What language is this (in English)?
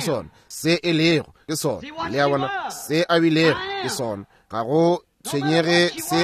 Northern Sotho